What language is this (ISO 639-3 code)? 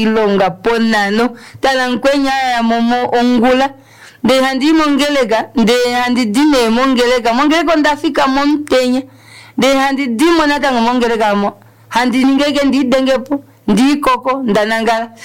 kua